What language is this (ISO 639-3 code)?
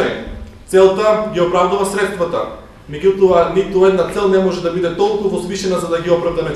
mkd